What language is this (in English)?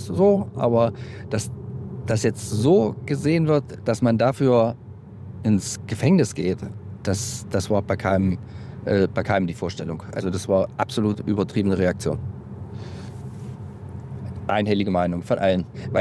German